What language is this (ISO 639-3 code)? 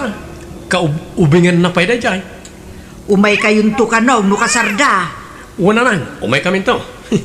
ilo